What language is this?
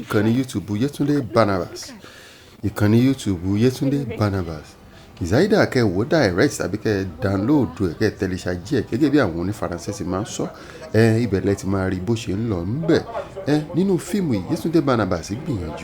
Yoruba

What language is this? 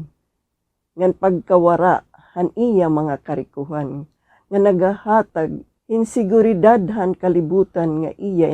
Waray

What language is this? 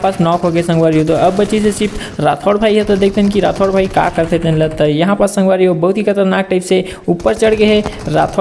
Chhattisgarhi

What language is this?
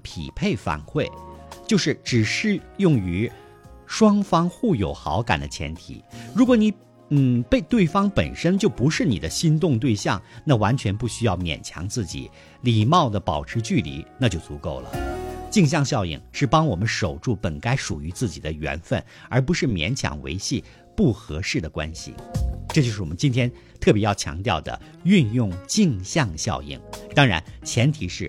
Chinese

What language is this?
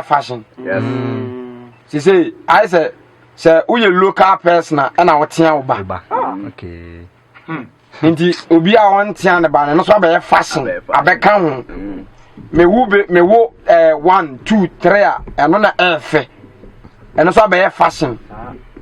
Akan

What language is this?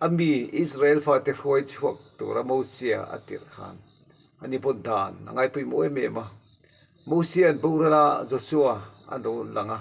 Mizo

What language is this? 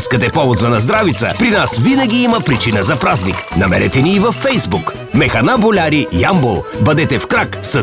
Bulgarian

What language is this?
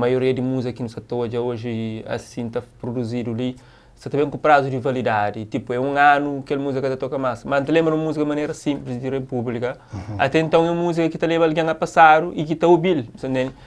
Kabuverdianu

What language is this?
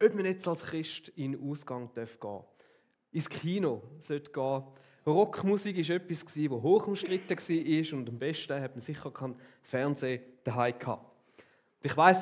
Swiss German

